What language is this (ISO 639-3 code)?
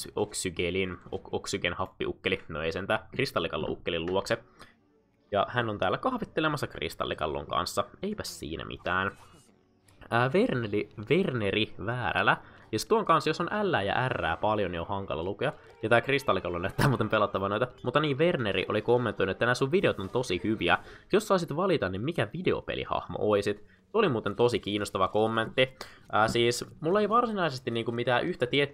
fin